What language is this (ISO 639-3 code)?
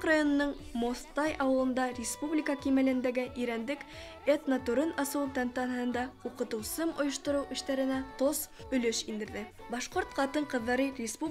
bak